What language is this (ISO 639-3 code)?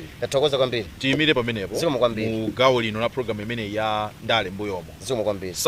nya